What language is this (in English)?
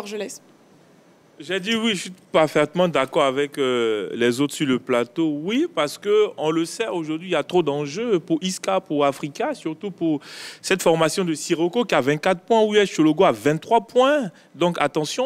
French